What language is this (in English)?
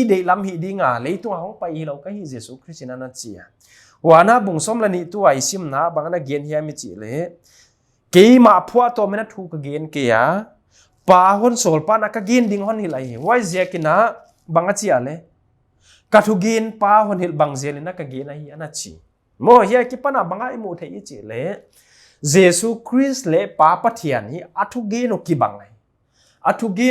Paite Chin